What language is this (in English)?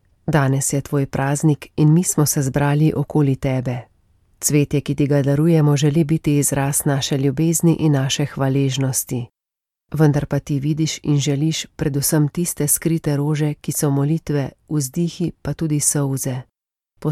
Slovenian